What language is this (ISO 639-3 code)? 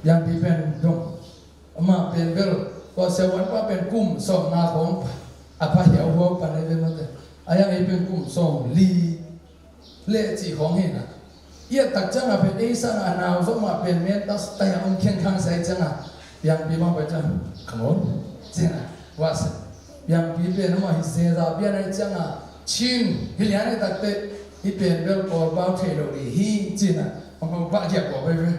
ctd